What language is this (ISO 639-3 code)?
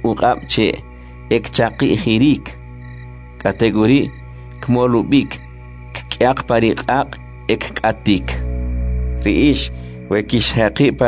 quc